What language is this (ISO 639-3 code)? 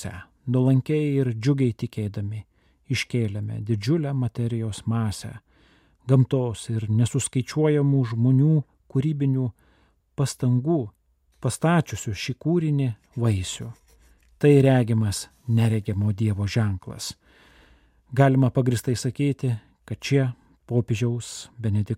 lit